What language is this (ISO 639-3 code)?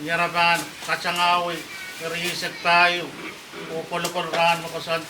pon